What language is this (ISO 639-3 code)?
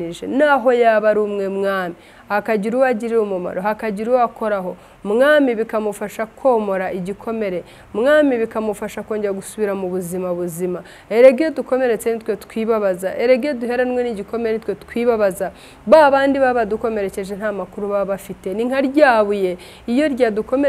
kin